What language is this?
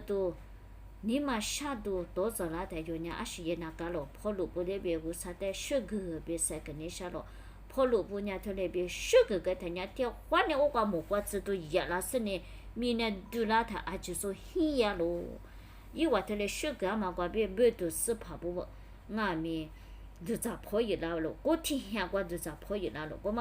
Lisu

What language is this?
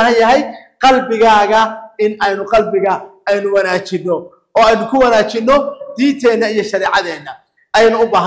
Somali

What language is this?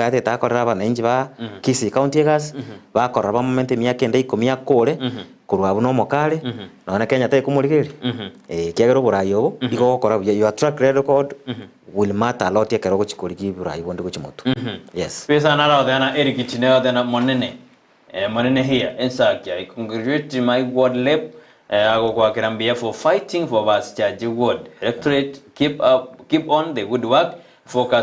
Gusii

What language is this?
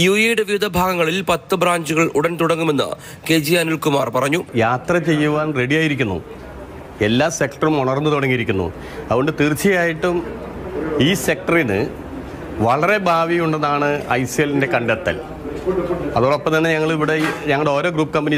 Malayalam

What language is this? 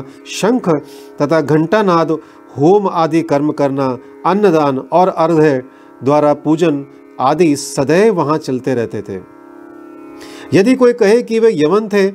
Hindi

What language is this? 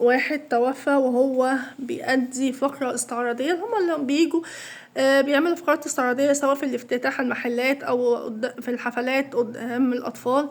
Egyptian Arabic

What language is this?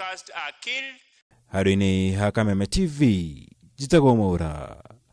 Kikuyu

